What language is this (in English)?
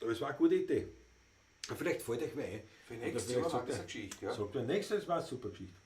Bavarian